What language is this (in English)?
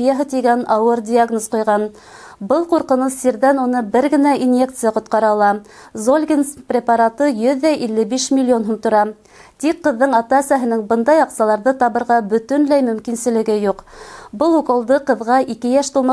Bashkir